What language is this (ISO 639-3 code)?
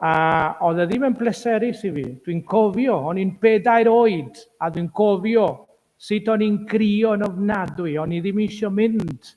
cym